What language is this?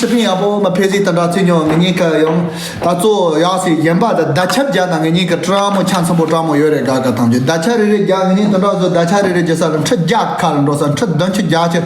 Tibetan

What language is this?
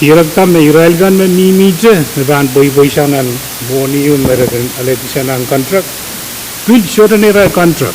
Pohnpeian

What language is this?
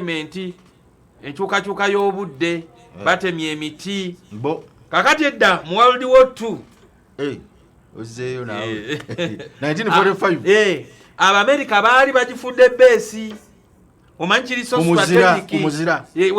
Ganda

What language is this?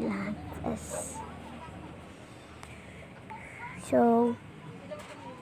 Filipino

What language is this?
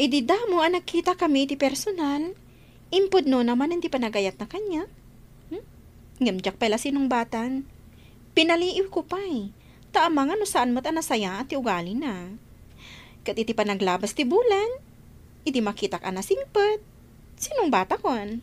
Iloko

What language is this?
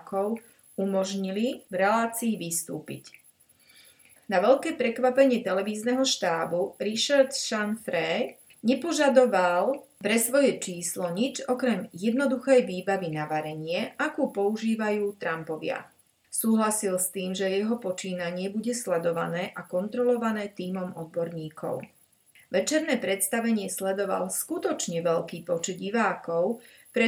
Slovak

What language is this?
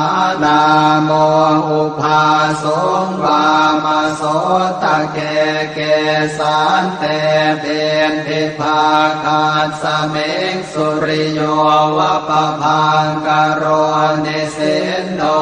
Pali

